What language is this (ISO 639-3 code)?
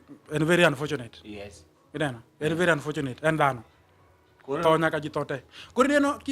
luo